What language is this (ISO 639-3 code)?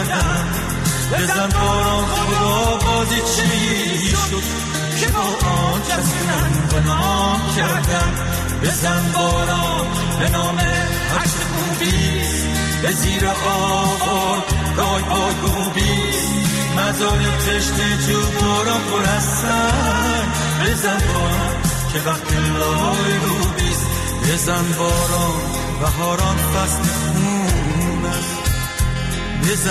fas